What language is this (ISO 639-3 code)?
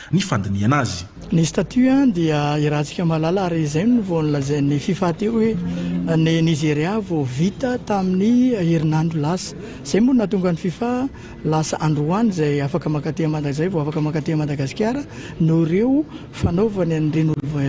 mlg